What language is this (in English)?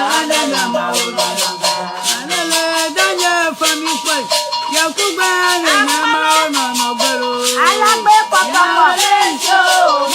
Ewe